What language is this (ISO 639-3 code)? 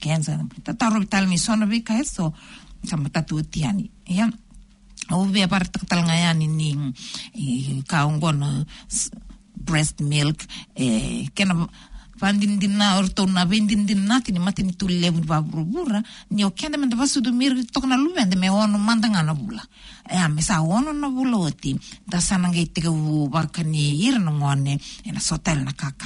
fij